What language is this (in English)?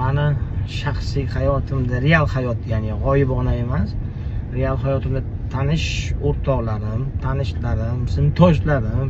Uzbek